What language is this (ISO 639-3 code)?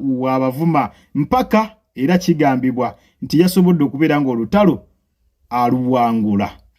lug